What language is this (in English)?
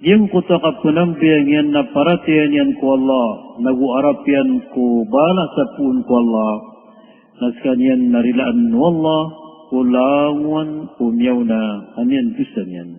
Maranao